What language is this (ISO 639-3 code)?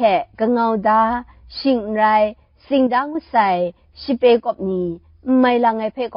kac